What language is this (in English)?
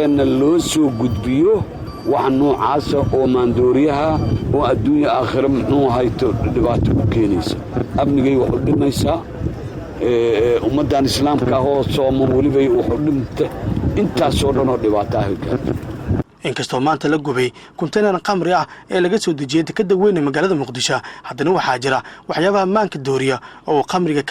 Somali